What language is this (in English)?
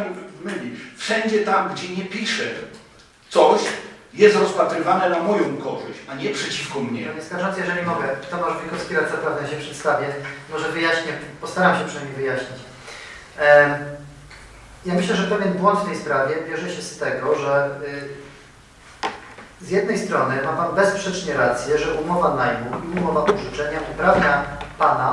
Polish